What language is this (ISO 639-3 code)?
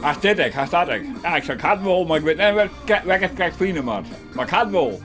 fry